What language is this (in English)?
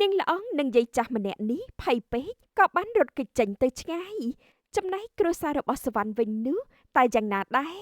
Khmer